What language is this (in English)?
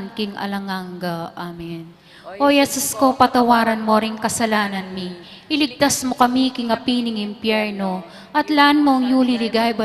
Pampanga